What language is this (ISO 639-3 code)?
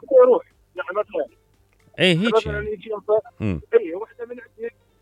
acm